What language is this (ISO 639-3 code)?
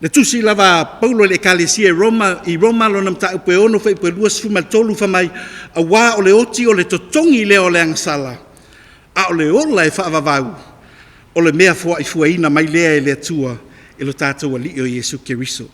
smo